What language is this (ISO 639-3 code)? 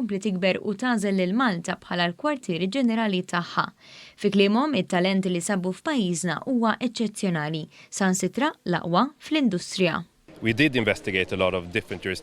mlt